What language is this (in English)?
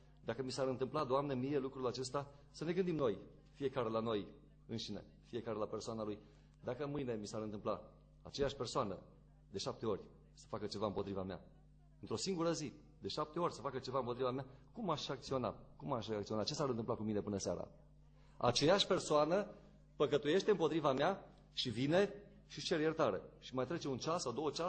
Romanian